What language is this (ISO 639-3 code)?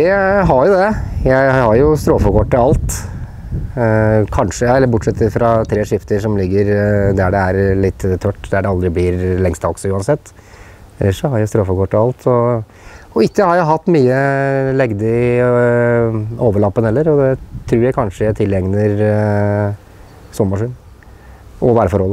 nor